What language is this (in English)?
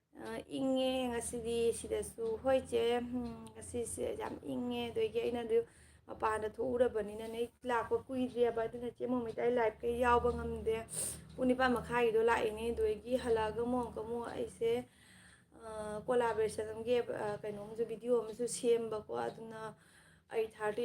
Manipuri